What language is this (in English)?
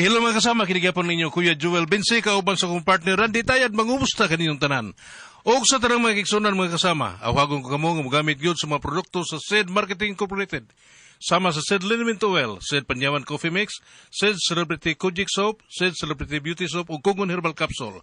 Cebuano